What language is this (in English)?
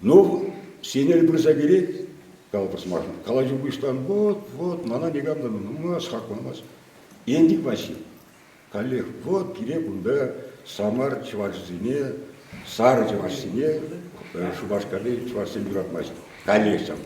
Chuvash